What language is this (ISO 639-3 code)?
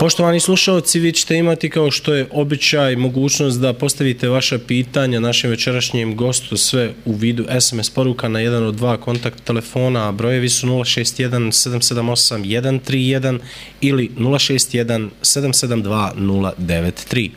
bos